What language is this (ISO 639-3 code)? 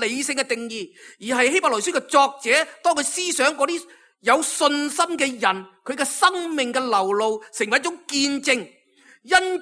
yue